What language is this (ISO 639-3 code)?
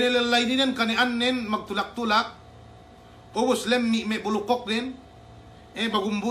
yka